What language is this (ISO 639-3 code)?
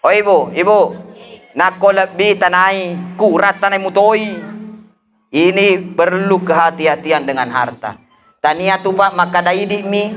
bug